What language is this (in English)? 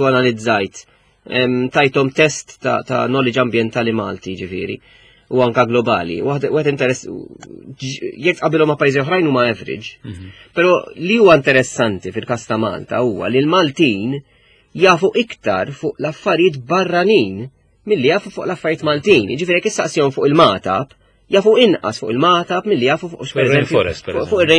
Maltese